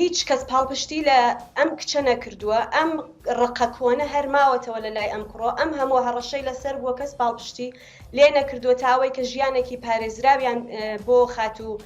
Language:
Central Kurdish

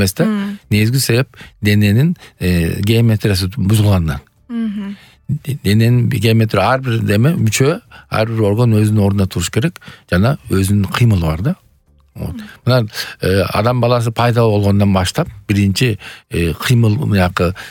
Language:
Kyrgyz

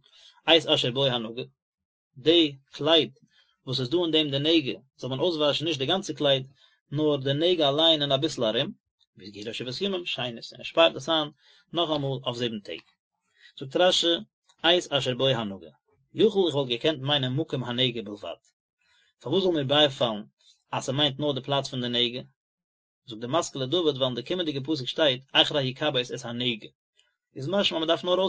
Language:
Yiddish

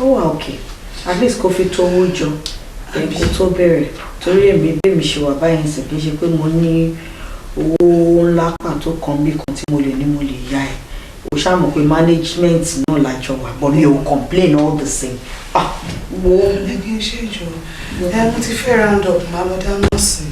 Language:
Yoruba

